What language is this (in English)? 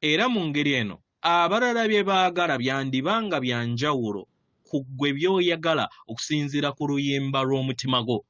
Ganda